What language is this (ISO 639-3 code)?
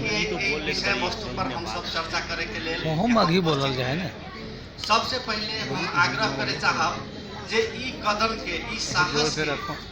mag